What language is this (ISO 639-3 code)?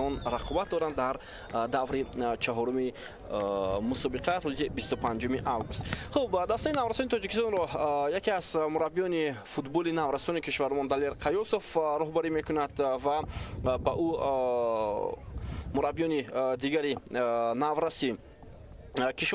tgk